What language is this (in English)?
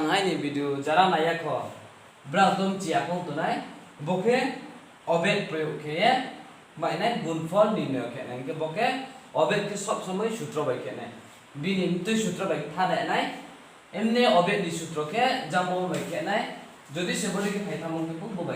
Riang (India)